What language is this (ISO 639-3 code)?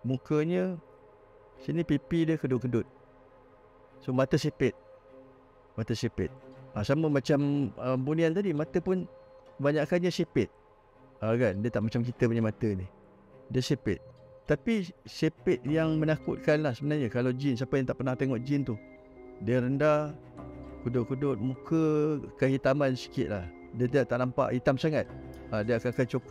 msa